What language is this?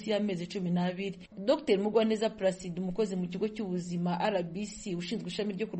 Kinyarwanda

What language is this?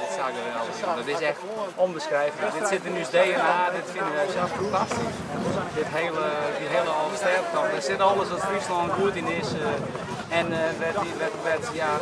Western Frisian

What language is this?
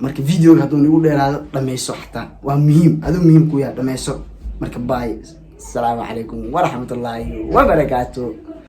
Somali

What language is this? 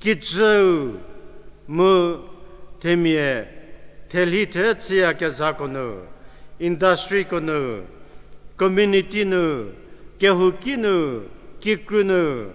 Angami Naga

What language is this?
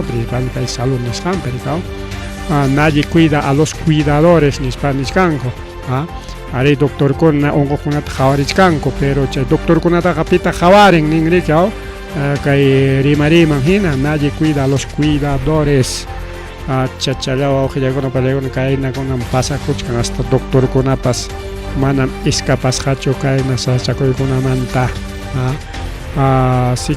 Ayacucho Quechua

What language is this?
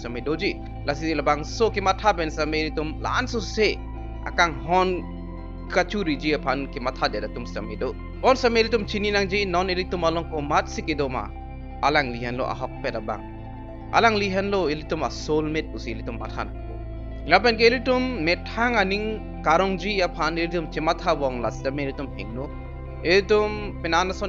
Karbi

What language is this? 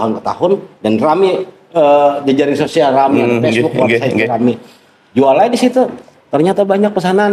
Banjar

